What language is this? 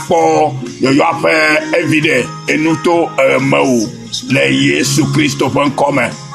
Ewe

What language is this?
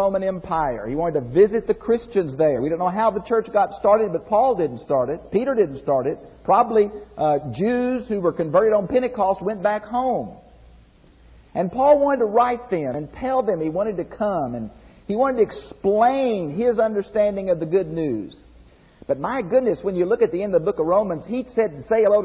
English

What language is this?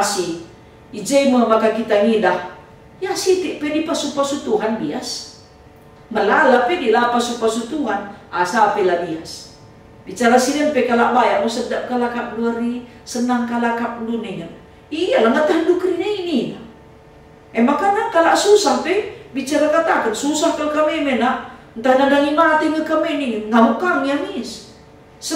Batak Karo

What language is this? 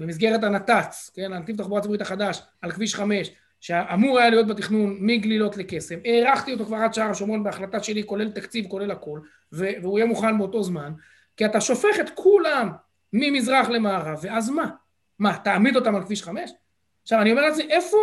Hebrew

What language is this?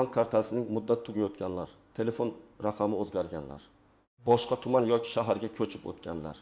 Uzbek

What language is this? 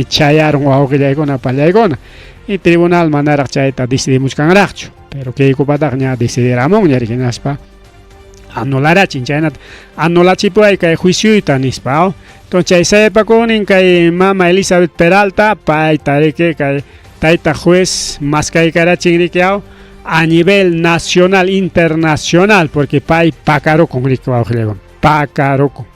Ayacucho Quechua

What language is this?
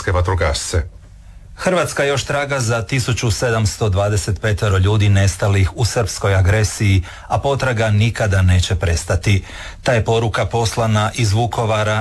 Croatian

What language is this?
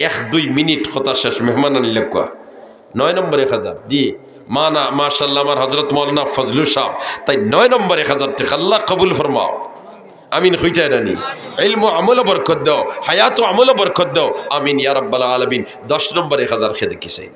Sylheti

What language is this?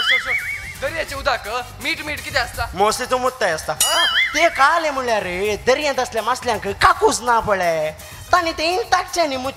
Konkani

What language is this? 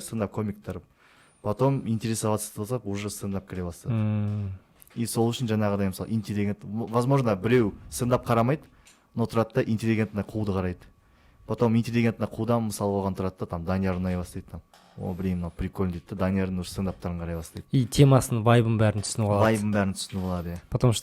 Kazakh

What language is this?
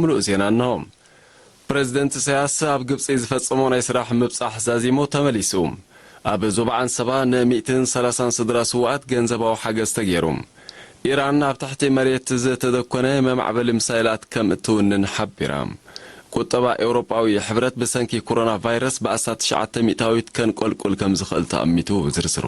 Tigrinya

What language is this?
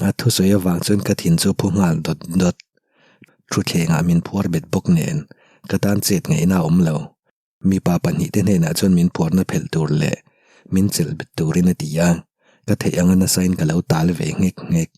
Mizo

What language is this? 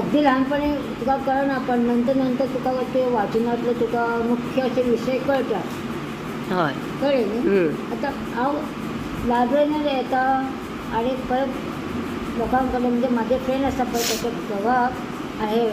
Konkani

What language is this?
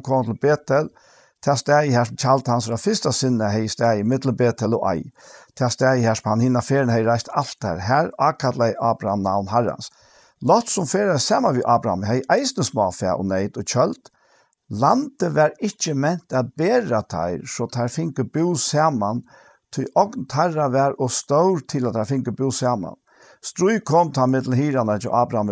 Faroese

